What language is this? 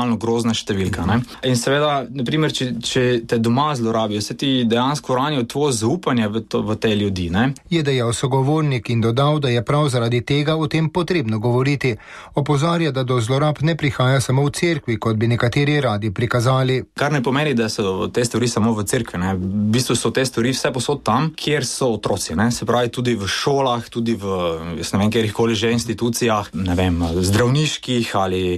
Slovenian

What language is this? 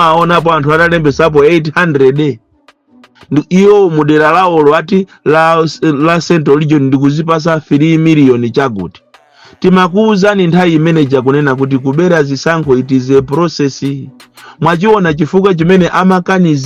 Nyanja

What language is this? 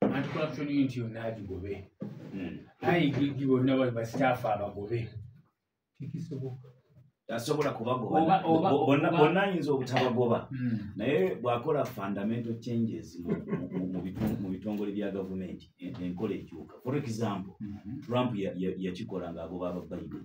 Ganda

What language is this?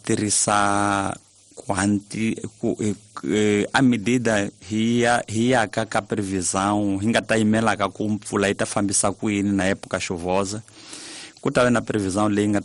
Tsonga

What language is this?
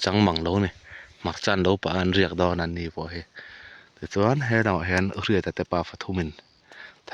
Mizo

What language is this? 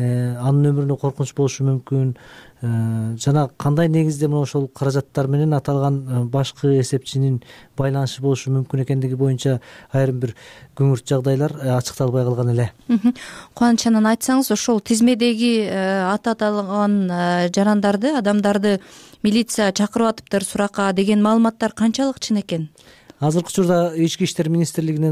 Kyrgyz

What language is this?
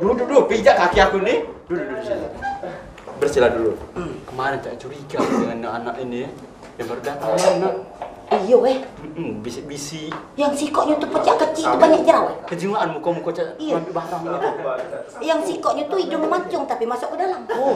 Musi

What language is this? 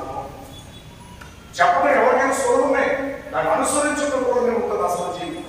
Telugu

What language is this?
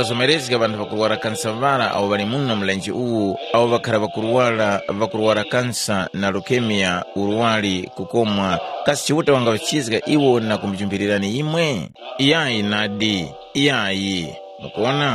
Tumbuka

